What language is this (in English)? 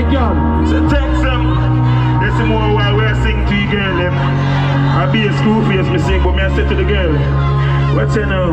Jamaican Creole English